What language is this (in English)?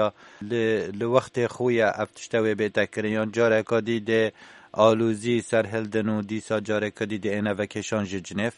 Kurdish